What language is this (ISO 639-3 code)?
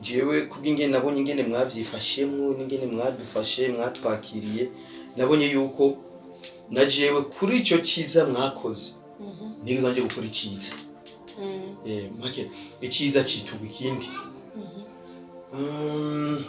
run